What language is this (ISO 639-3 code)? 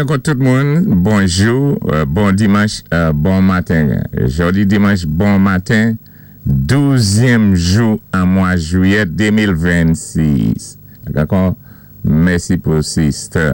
acf